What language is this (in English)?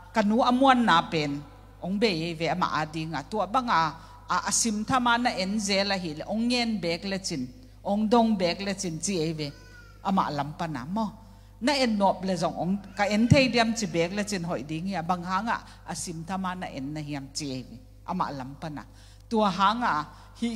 Tedim Chin